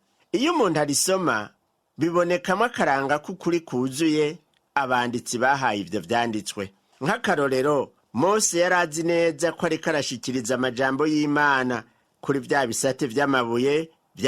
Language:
Rundi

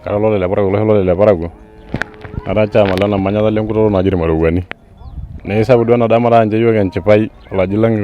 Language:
Masai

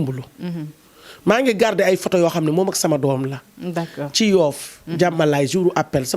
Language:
Wolof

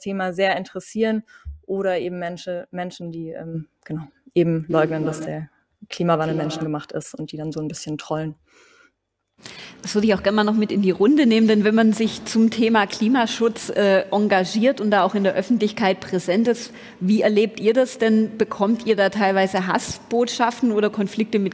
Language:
German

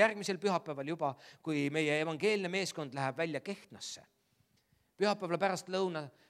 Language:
Estonian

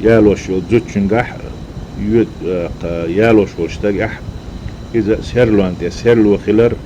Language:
Chechen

